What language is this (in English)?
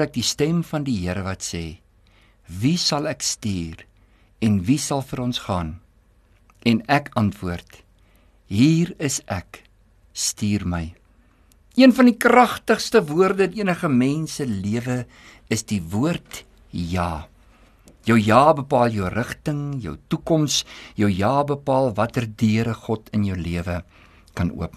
Afrikaans